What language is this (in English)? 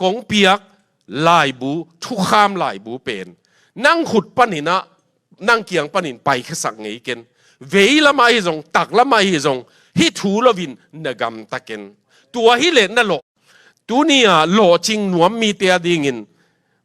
Tedim Chin